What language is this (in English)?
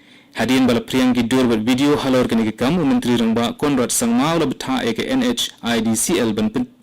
Khasi